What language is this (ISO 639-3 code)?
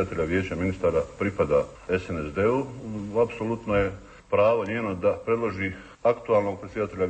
hrv